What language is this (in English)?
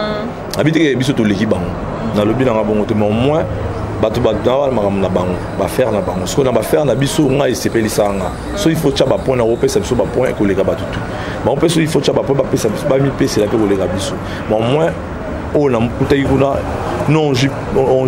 Lingala